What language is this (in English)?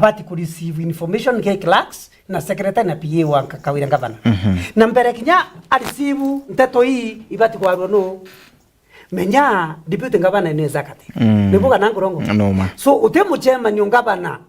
Meru